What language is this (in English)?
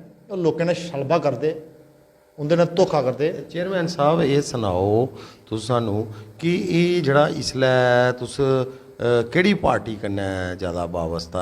Dogri